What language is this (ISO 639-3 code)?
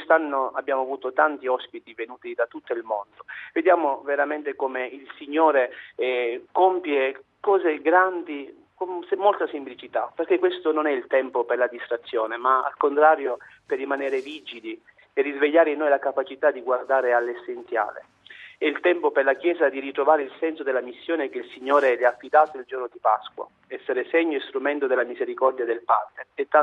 ita